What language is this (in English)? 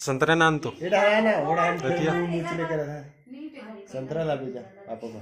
Chhattisgarhi